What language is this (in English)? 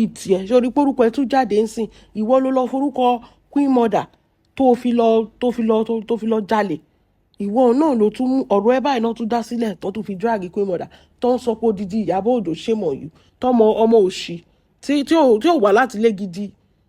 Yoruba